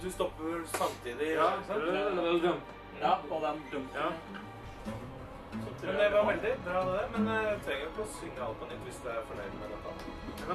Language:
Norwegian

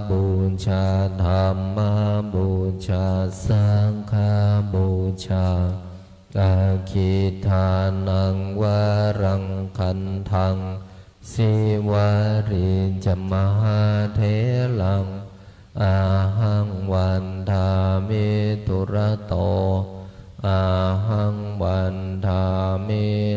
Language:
Pali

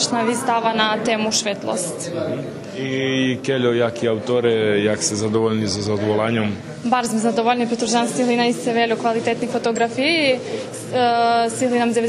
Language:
Rusyn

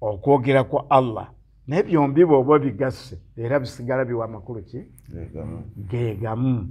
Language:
Ganda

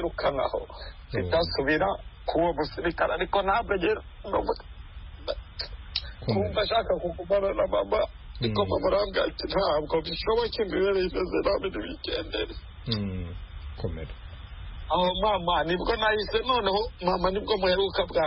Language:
Kinyarwanda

